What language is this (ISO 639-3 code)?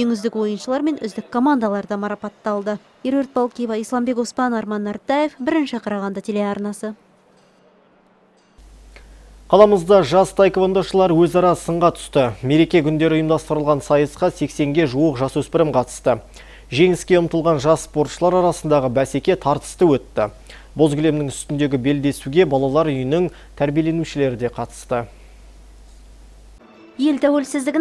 kaz